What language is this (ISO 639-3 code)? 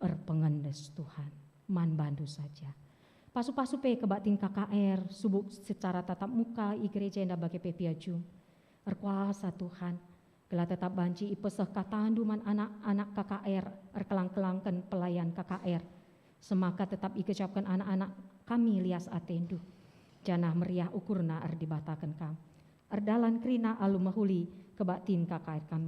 btx